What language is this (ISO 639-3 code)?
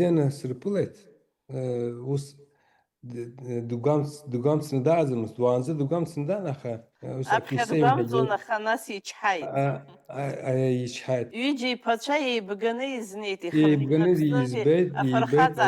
abk